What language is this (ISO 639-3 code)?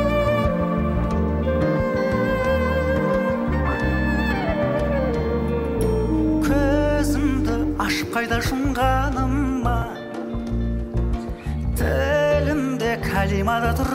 kaz